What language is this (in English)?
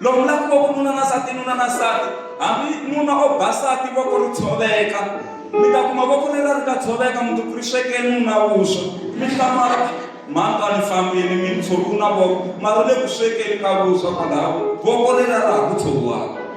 Tsonga